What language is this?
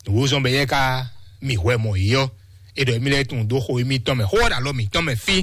Fon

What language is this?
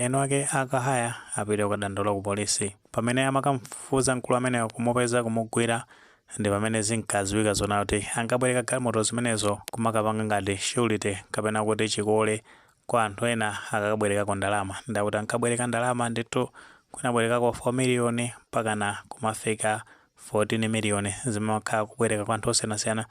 Nyanja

